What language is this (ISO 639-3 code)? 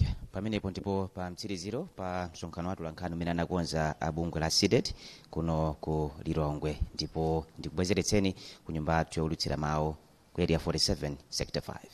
nya